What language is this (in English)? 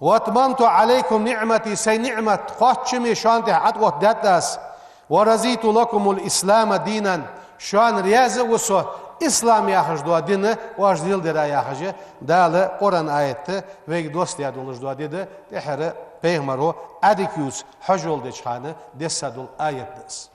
Ingush